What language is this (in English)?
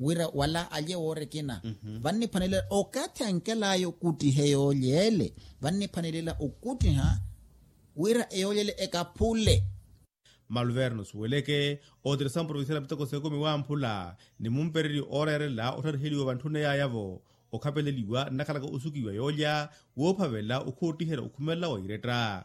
Makhuwa